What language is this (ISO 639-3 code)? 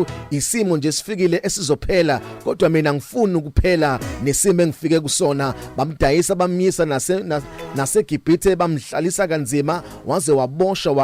zul